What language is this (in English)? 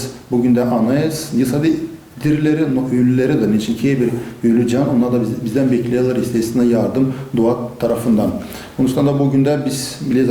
Gagauz